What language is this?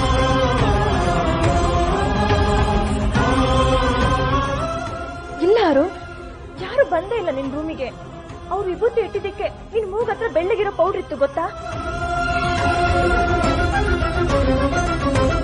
Kannada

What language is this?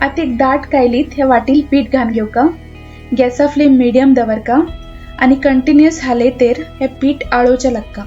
Konkani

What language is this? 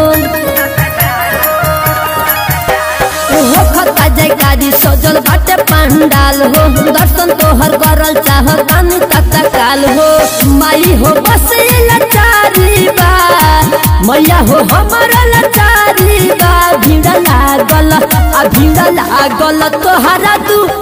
Bhojpuri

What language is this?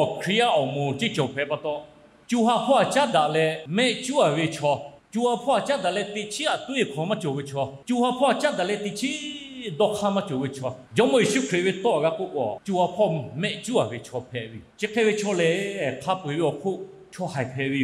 Lahu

